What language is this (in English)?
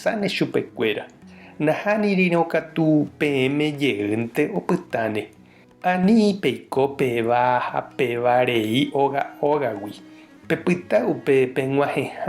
Guarani